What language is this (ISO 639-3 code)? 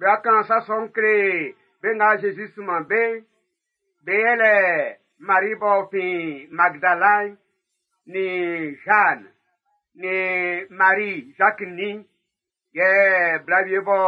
bci